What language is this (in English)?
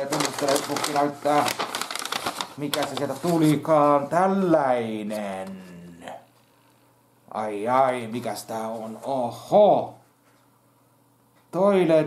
Finnish